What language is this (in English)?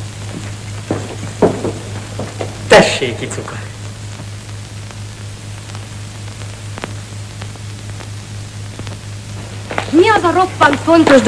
Hungarian